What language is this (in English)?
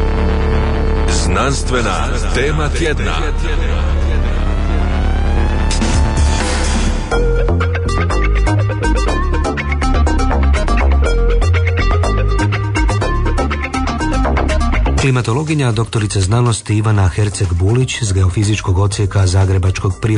Croatian